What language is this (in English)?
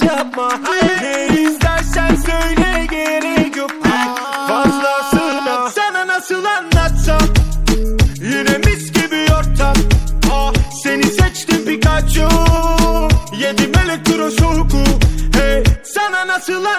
Turkish